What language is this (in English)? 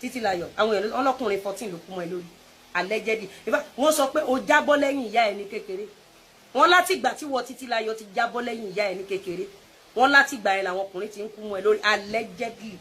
Yoruba